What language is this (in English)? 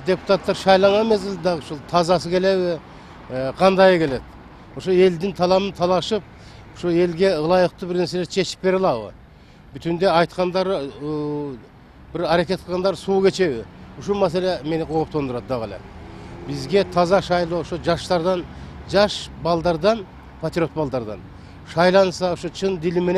Kyrgyz